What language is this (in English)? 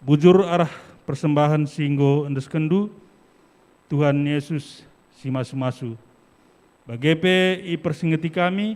Batak Karo